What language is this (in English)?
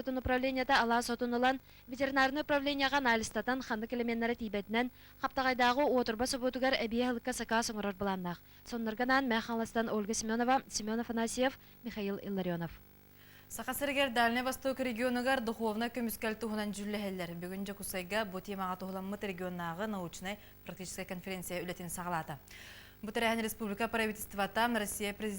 Yakut